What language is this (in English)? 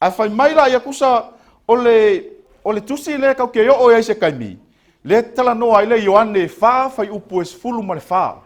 Samoan